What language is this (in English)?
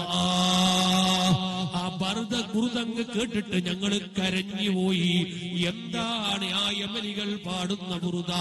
Malayalam